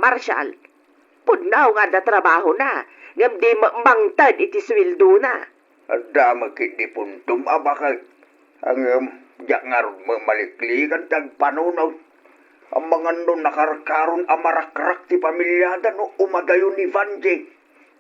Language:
Iloko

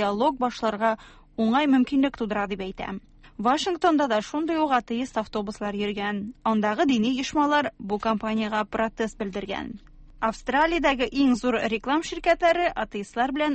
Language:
Tatar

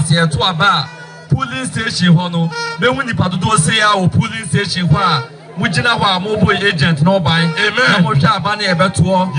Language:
Akan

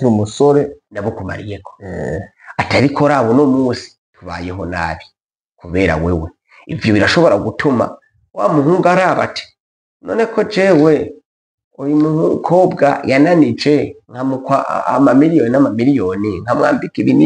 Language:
Rundi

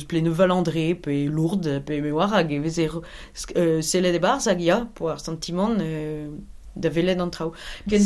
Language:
Breton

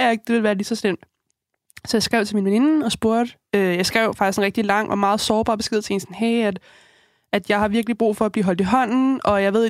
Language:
Danish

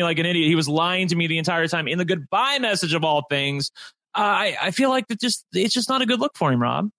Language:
English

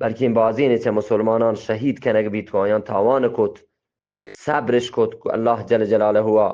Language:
Eastern Balochi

